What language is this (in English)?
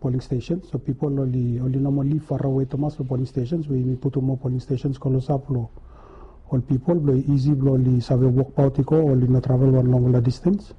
Bislama